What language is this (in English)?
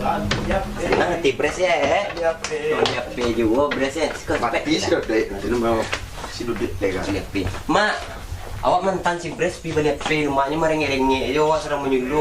Minangkabau